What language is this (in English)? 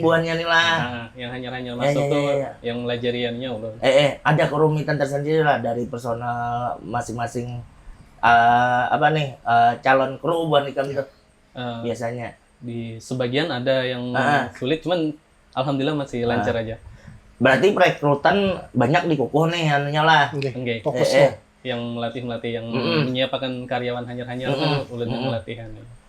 Banjar